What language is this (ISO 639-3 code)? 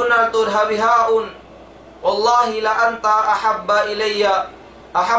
tsg